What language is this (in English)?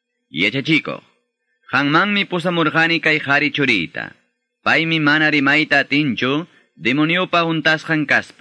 Quechua